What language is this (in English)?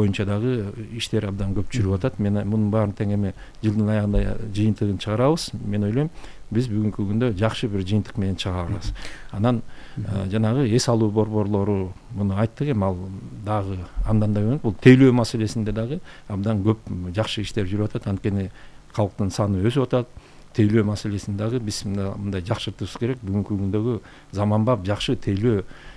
Kyrgyz